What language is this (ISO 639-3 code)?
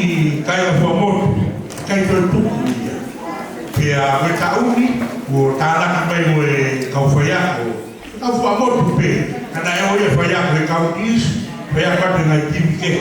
ton